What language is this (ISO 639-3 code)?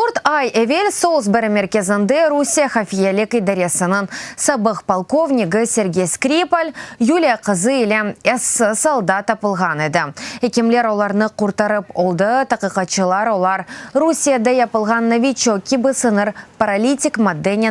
crh